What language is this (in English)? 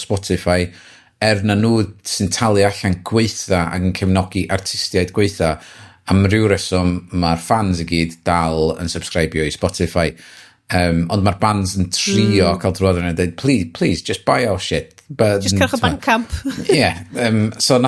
Welsh